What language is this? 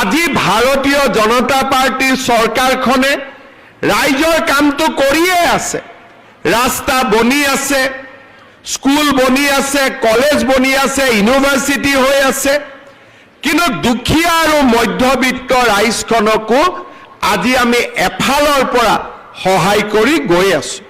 Assamese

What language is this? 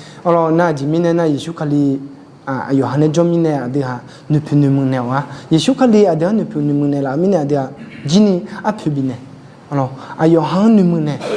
Akha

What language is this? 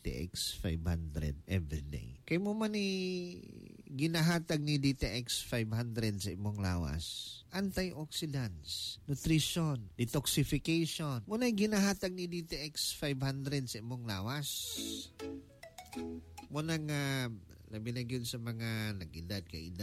Cebuano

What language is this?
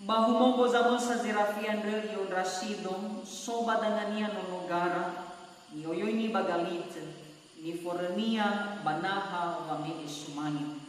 Nias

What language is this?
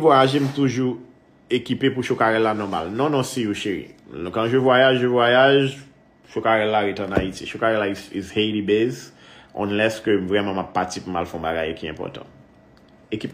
Haitian Creole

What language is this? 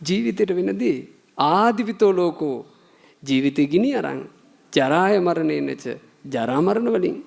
Sinhala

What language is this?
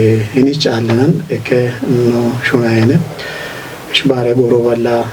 Kafa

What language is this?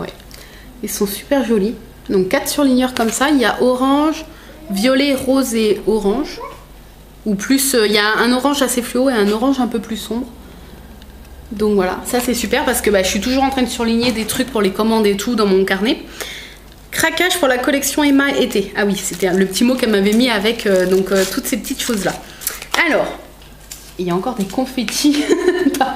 French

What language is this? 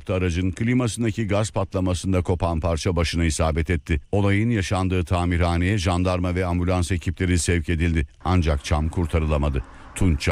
Turkish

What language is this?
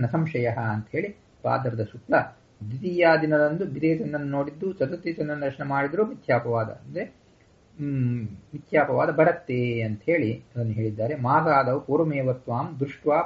Kannada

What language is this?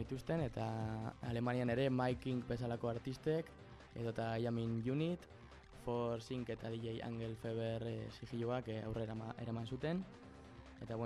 Basque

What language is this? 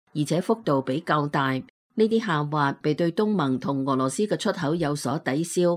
Cantonese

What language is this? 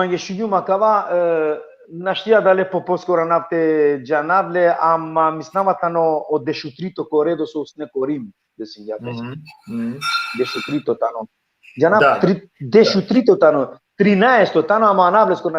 Balkan Romani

